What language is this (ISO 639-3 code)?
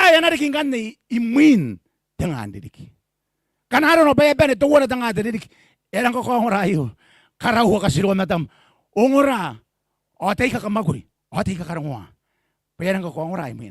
gil